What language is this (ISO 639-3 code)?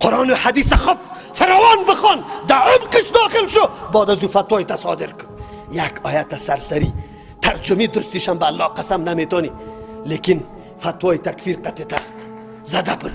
fas